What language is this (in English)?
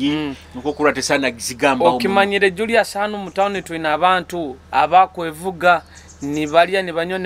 Nyoro